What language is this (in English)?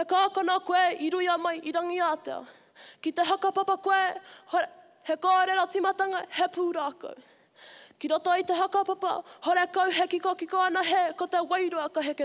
Māori